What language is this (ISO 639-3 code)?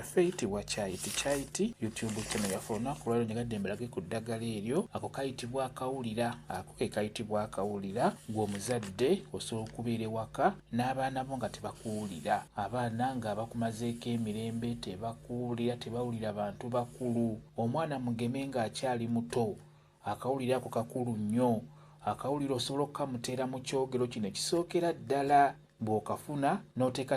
lug